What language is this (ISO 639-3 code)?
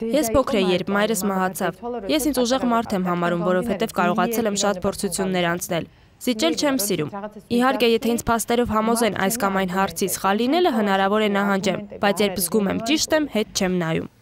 hye